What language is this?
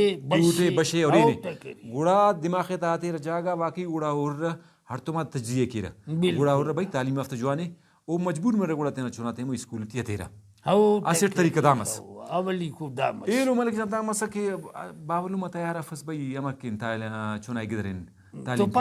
Brahui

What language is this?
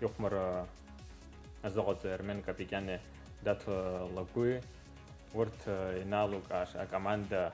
Abkhazian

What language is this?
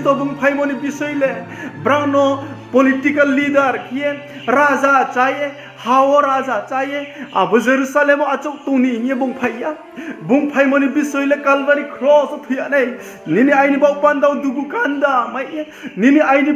Riang (India)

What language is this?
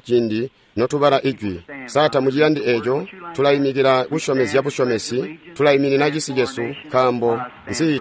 Tonga (Zambia)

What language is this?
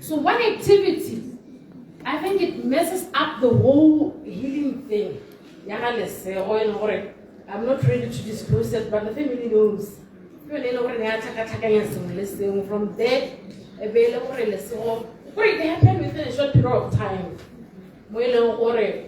Tswana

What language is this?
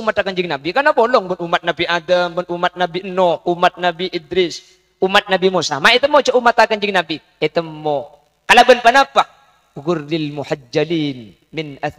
Madurese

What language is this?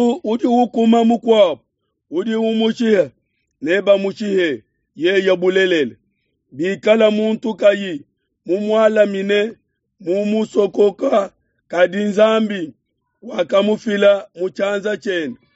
Luba-Lulua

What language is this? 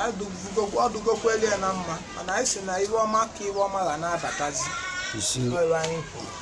Igbo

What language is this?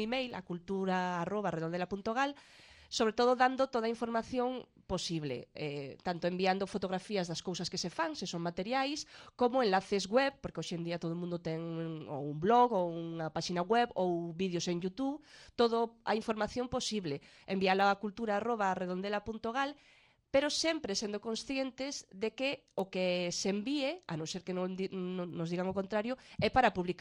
Galician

